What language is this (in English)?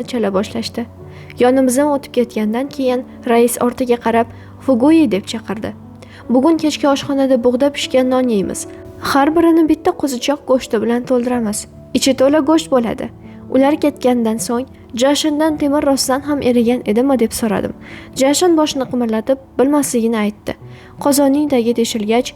Uzbek